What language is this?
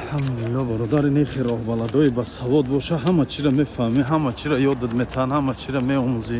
Tajik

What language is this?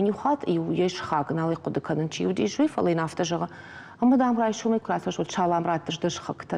Ossetic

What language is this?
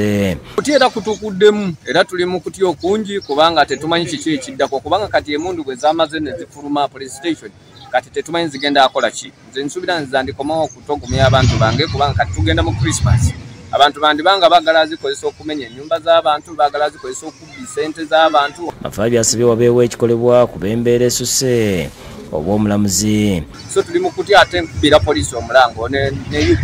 Ganda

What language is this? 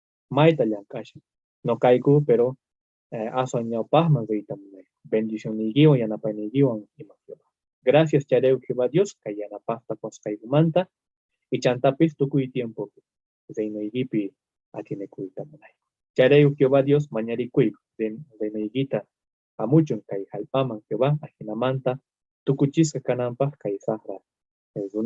South Bolivian Quechua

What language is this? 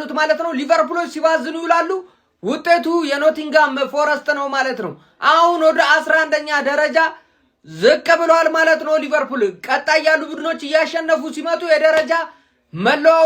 Amharic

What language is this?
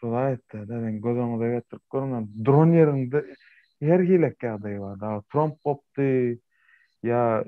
Turkmen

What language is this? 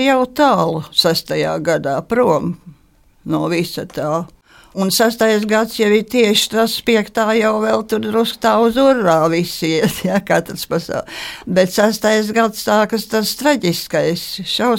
Latvian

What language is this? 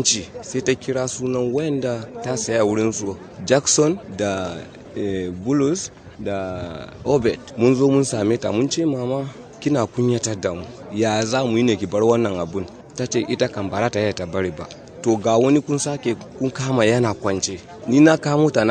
Hausa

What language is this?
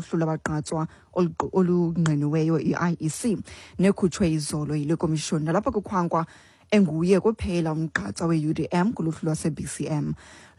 Xhosa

